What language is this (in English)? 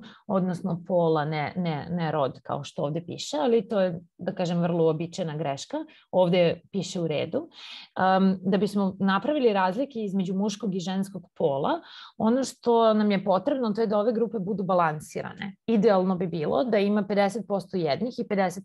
Serbian